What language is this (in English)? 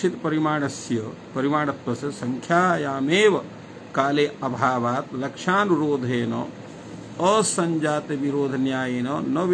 Sanskrit